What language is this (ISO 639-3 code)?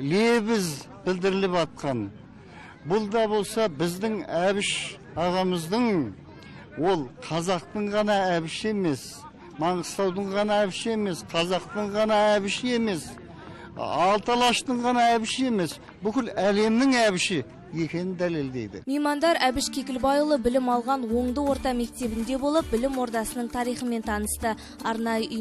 kaz